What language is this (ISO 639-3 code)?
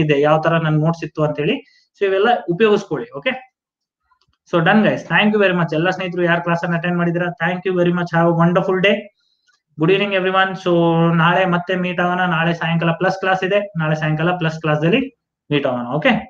kan